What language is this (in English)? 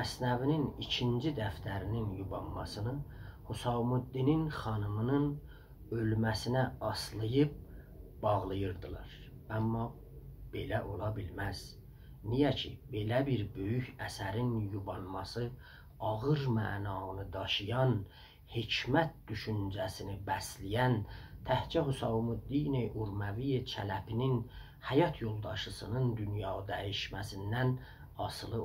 South Azerbaijani